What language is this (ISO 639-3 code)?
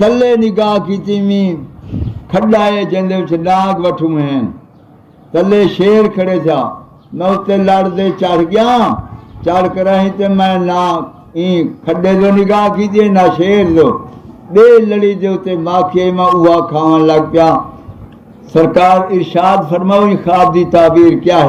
skr